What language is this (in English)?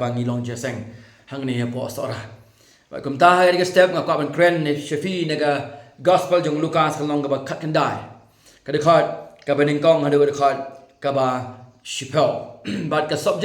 Khasi